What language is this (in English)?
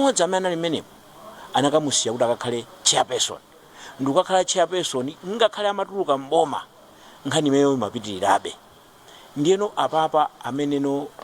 Nyanja